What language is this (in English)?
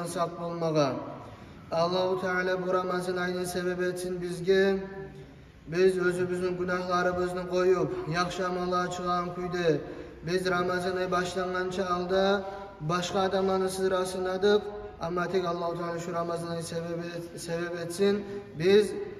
Kumyk